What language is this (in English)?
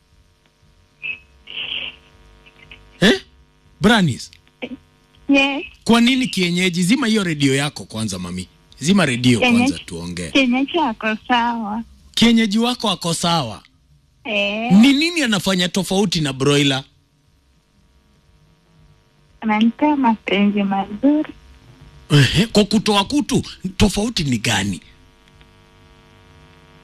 Swahili